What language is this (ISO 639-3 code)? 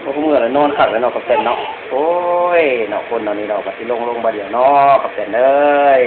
lao